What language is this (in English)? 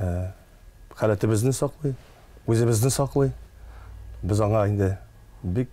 Tatar